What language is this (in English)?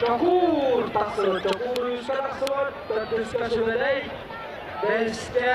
Yakut